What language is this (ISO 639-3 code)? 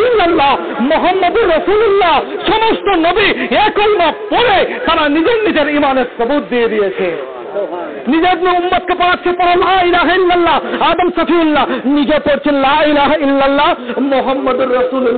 ben